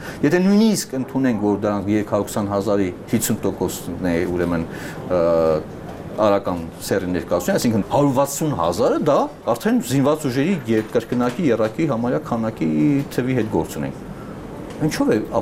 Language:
Armenian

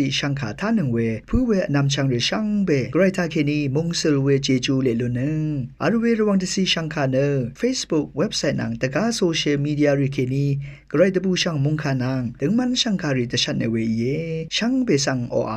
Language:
Rawang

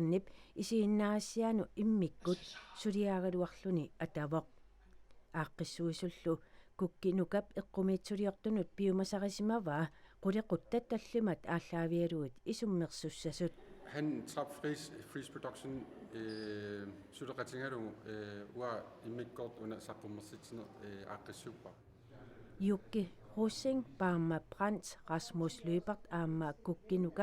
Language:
Kalaallisut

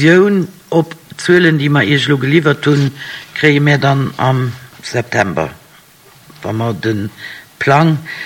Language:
Luxembourgish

